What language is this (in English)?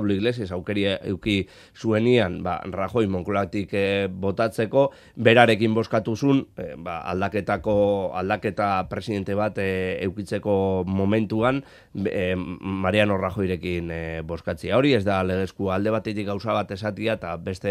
Basque